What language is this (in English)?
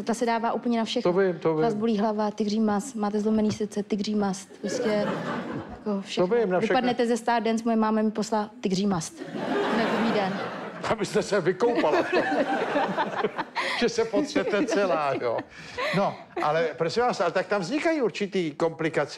Czech